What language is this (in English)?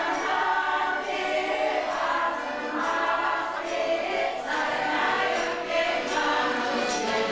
Chuvash